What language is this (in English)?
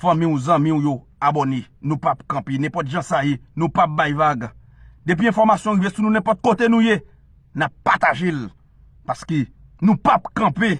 Haitian Creole